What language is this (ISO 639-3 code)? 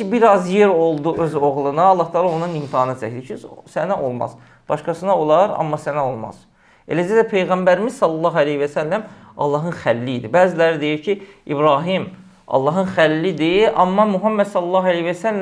aze